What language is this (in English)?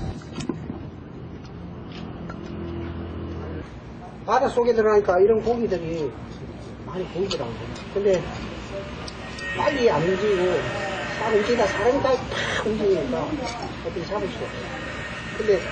Korean